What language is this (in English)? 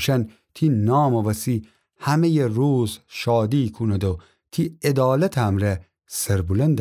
Gilaki